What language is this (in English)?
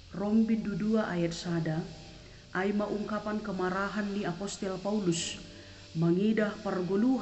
Batak Simalungun